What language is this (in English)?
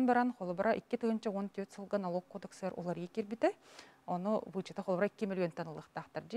Yakut